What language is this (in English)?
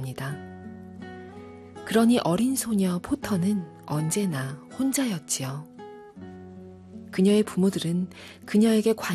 Korean